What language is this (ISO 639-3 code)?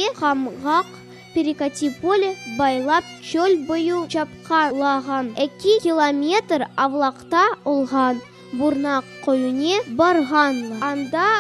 crh